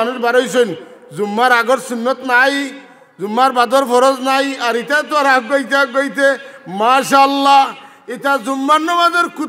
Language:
Sylheti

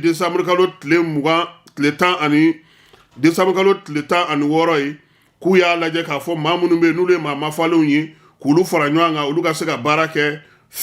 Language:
Bambara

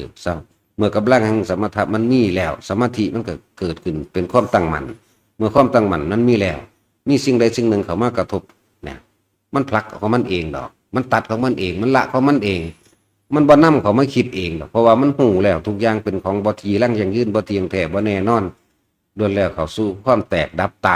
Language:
Northeastern Thai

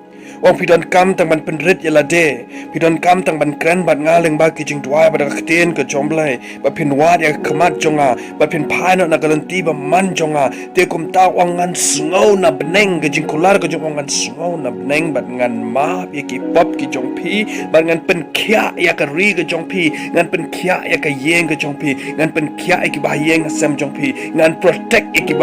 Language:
Khasi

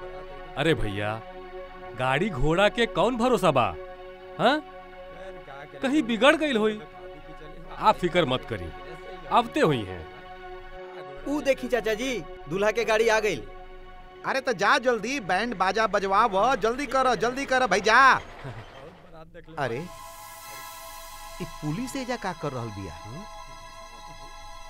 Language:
Bhojpuri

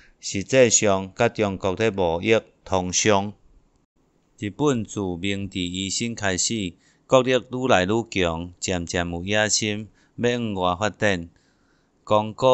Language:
Min Nan Chinese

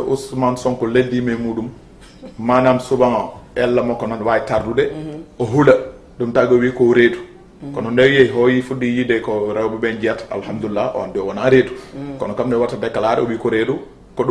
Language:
Fula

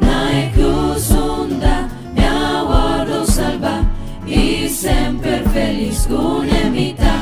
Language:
Papiamento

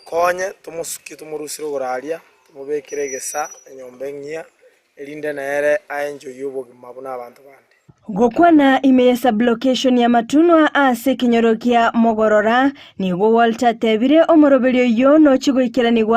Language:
Gusii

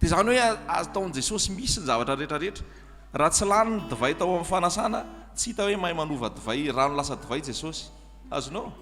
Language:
Malagasy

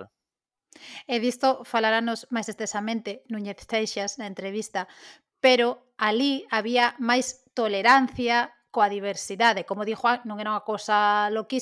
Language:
Galician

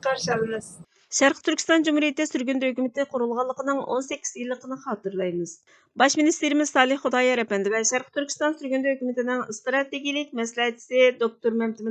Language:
Uyghur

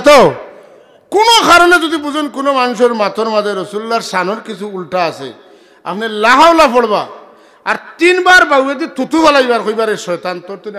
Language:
Sylheti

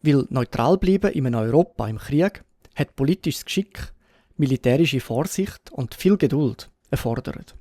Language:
Swiss German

